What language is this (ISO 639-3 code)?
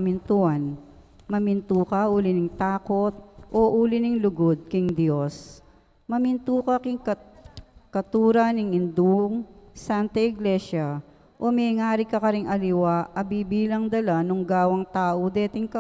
pam